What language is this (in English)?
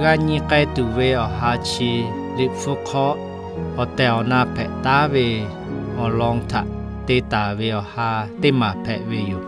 Lahu